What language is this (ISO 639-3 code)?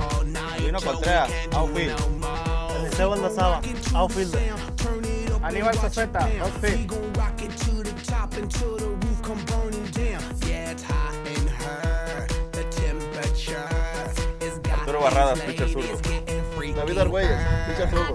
spa